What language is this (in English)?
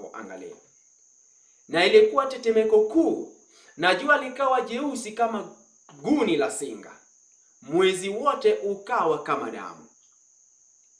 Swahili